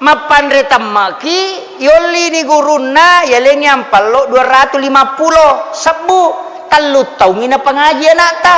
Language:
Buginese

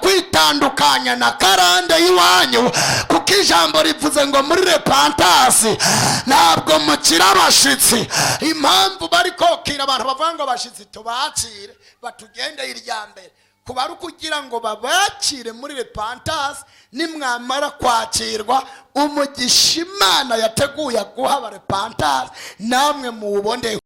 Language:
Rundi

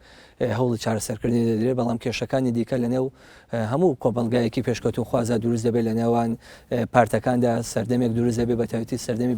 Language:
Central Kurdish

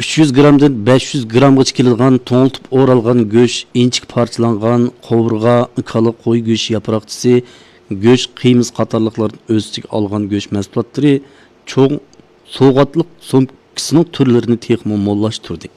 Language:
Uyghur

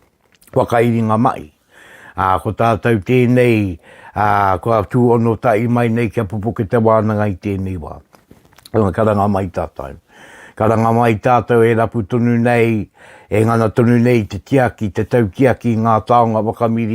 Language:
Māori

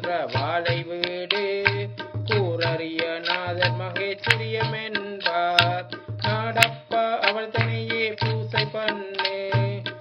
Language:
Tamil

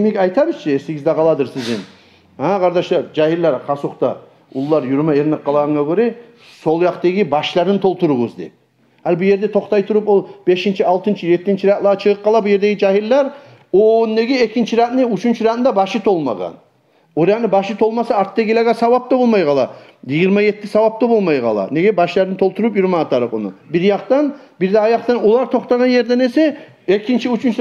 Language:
Kumyk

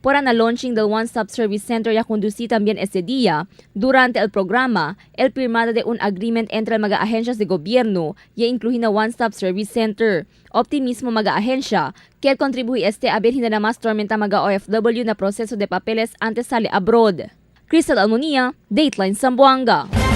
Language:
Chavacano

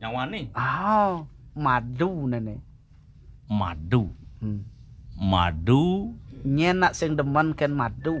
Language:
Balinese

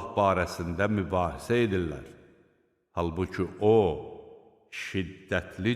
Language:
Azerbaijani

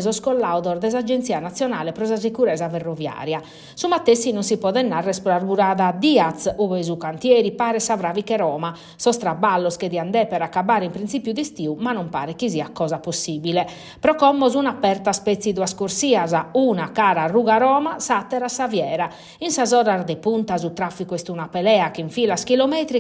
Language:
Sardinian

